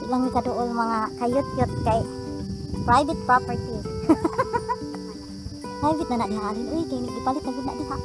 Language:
Cebuano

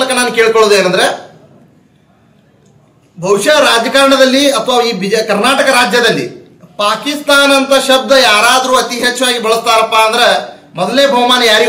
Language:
Kannada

